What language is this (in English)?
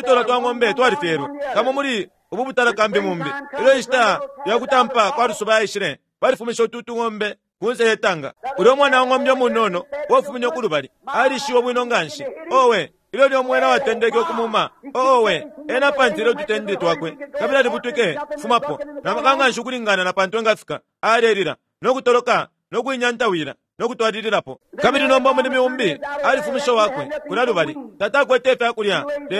Bemba